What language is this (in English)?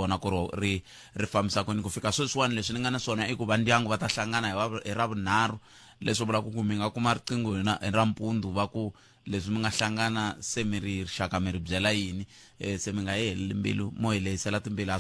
Tsonga